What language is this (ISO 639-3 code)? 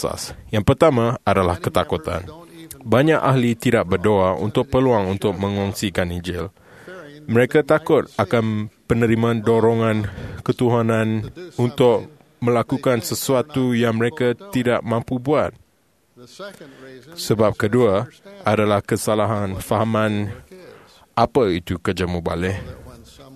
msa